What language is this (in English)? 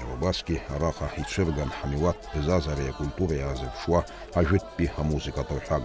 Abkhazian